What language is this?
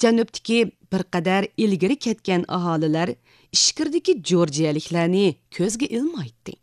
Uyghur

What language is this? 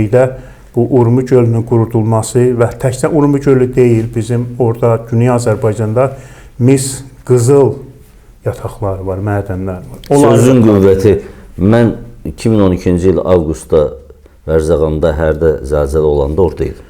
Azerbaijani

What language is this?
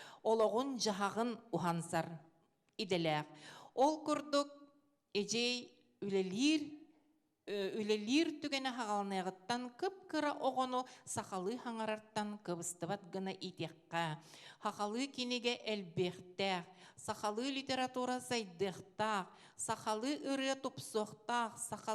Yakut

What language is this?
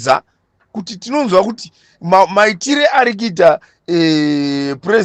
Shona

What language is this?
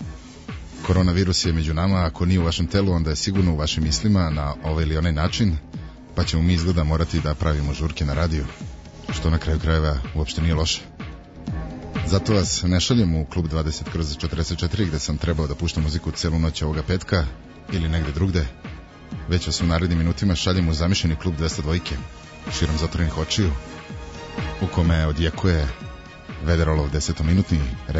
Serbian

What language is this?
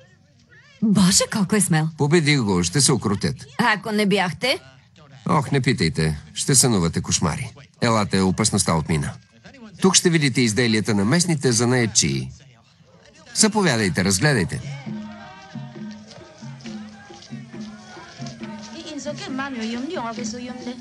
Bulgarian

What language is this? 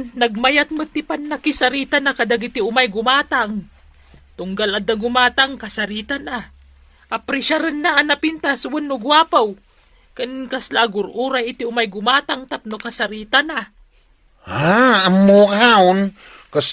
Iloko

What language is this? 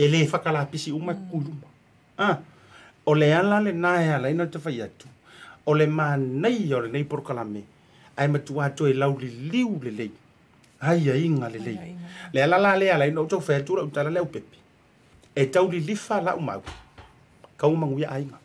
Samoan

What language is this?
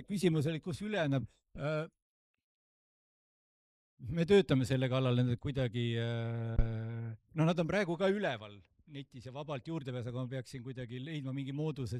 Estonian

